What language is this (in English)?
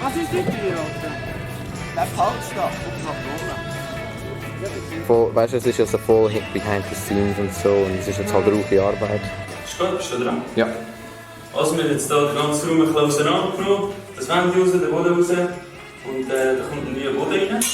Swiss German